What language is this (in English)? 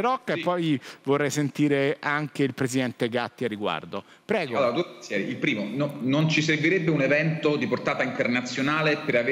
Italian